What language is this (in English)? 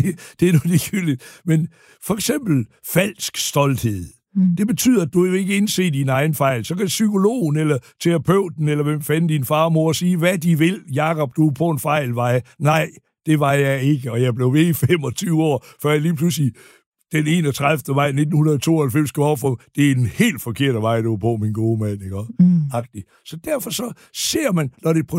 Danish